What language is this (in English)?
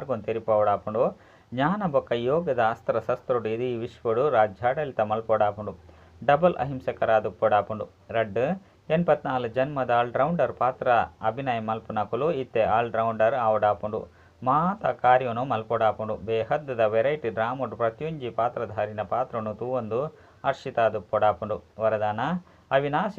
Tulu